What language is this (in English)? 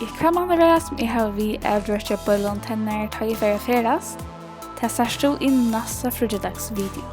Faroese